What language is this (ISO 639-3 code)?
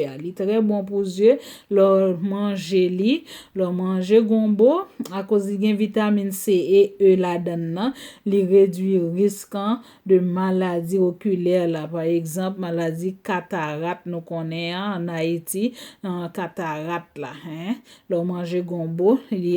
hat